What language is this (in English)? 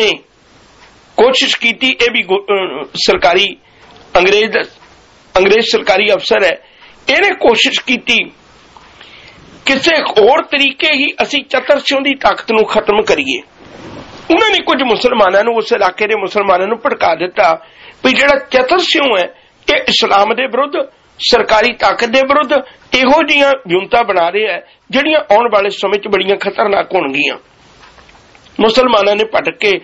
Punjabi